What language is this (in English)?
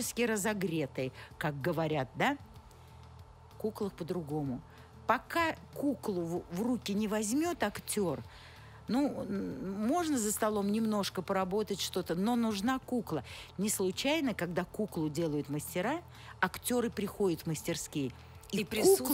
Russian